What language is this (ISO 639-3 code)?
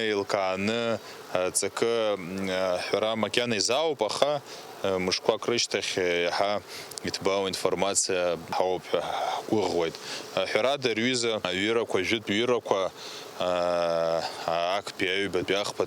abk